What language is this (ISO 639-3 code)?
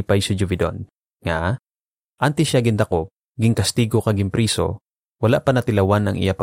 hil